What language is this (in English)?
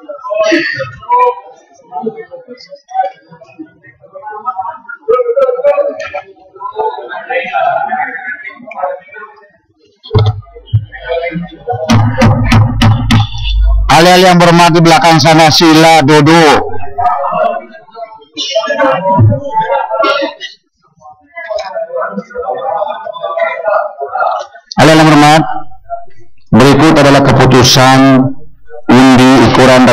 Malay